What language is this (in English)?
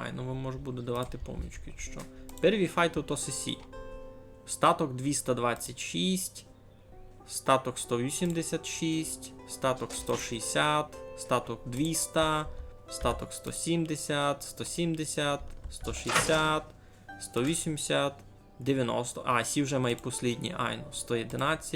Rusyn